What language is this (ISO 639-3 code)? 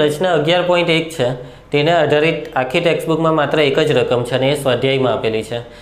guj